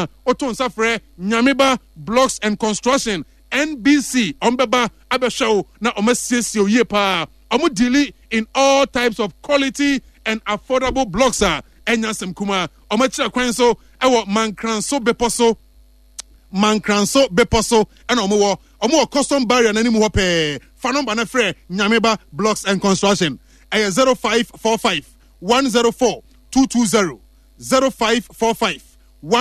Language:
Akan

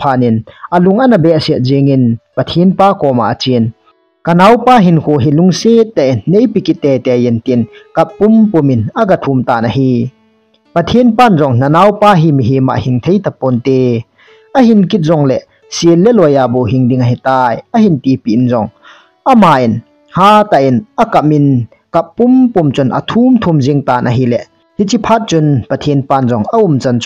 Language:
Thado Chin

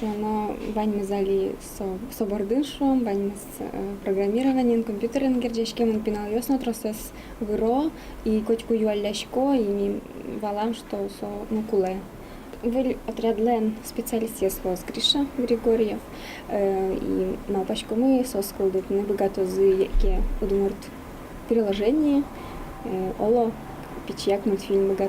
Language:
Udmurt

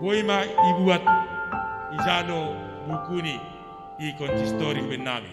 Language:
Batak Simalungun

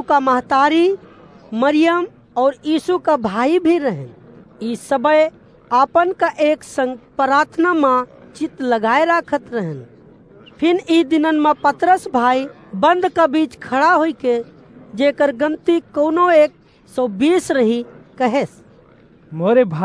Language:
Awadhi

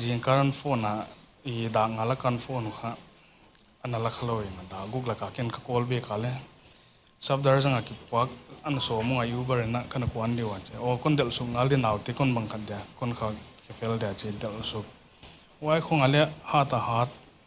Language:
Paite Chin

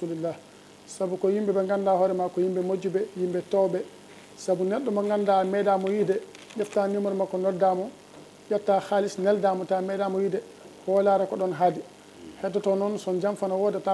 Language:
Fula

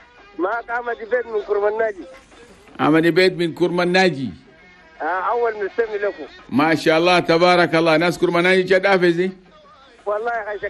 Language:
Chadian Arabic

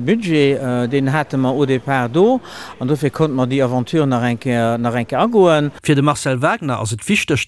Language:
Luxembourgish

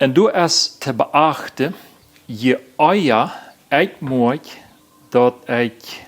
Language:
Plautdietsch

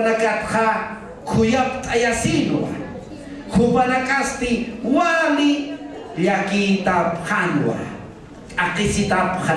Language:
Aymara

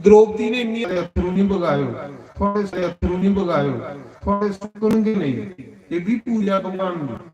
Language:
Dogri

